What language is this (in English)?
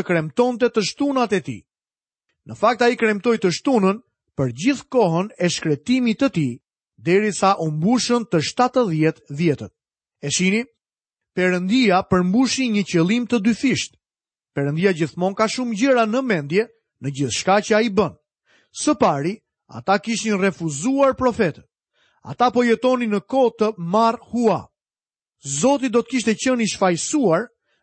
Albanian